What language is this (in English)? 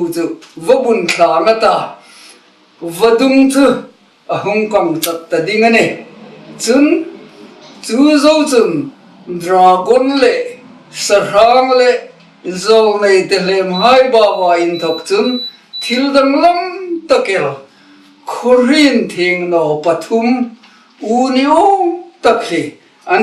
Hmar